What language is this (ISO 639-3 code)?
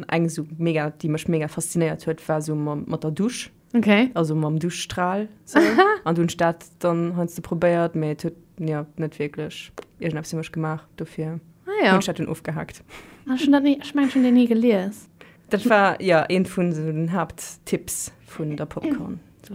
ltz